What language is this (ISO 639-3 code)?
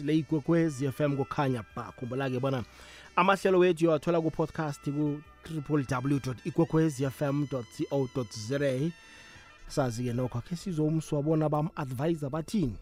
nbl